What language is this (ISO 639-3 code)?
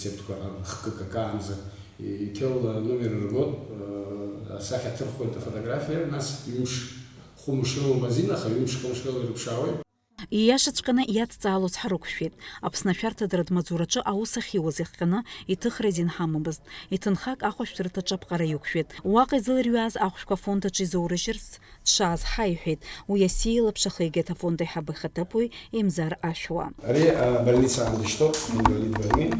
abk